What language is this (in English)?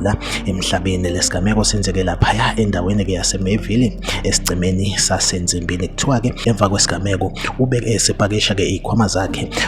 Zulu